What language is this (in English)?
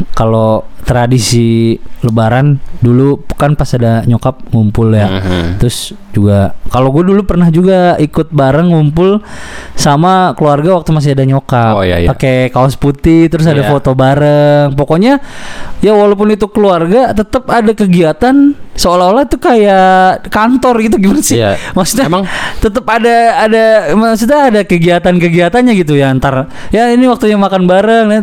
Indonesian